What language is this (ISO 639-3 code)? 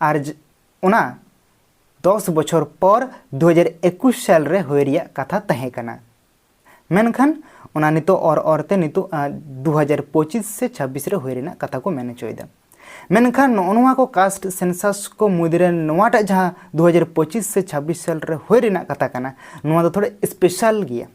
sat